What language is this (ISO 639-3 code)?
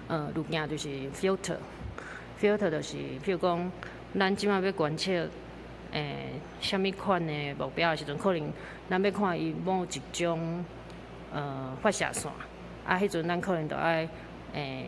nan